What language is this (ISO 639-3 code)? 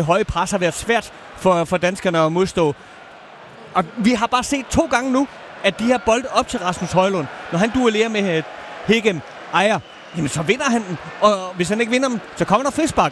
dan